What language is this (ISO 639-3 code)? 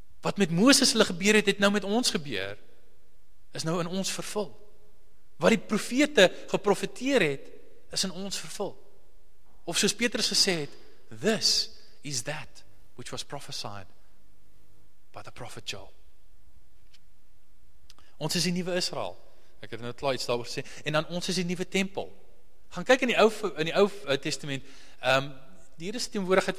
afr